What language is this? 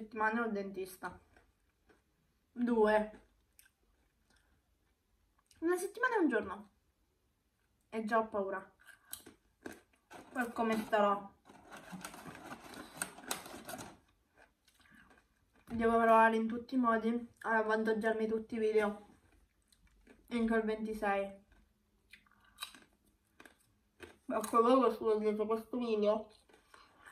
Italian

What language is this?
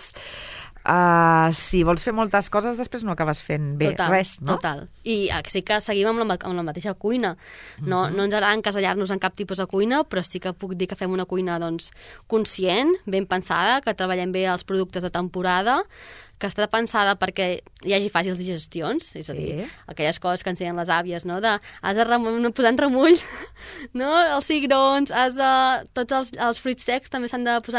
Catalan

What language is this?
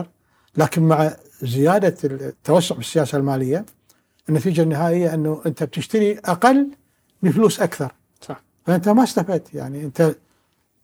Gulf Arabic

